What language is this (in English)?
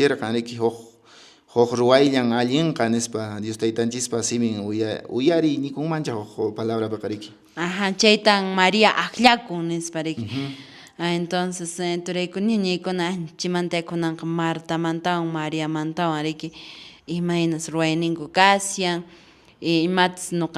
Quechua